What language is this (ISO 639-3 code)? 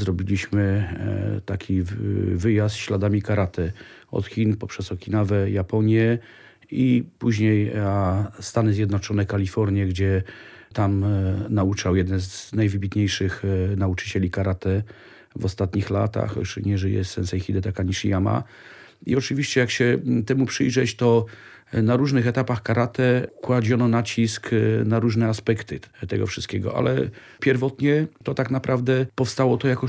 pol